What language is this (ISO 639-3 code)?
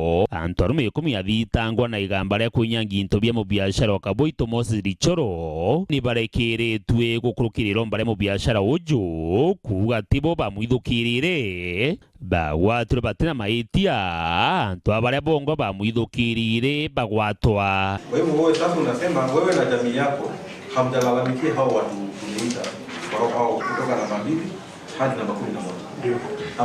mer